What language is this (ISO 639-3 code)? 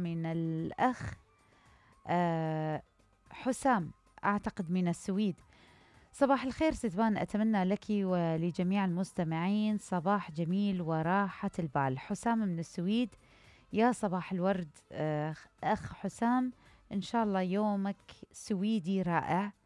acm